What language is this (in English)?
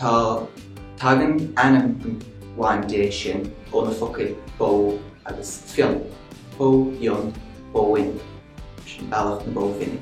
Irish